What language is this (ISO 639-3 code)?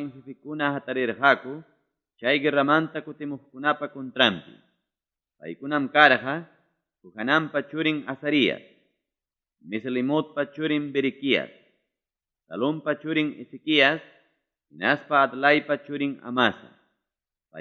quy